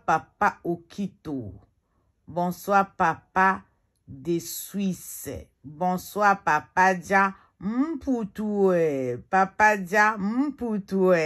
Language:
Lingala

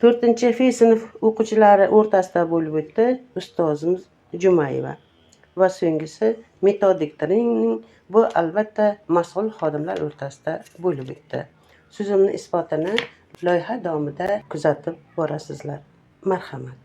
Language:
Uzbek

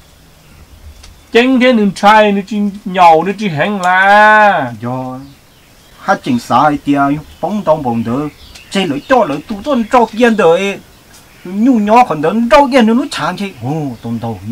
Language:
Vietnamese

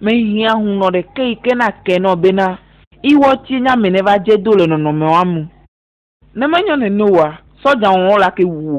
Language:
Ewe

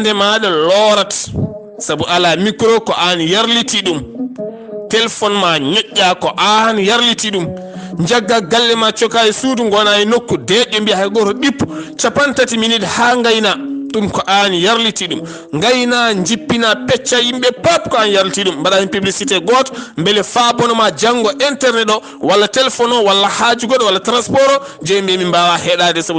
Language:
Fula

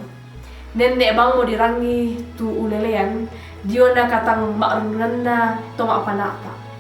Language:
Toraja-Sa'dan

